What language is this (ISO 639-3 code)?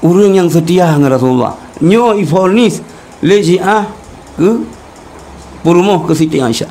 ace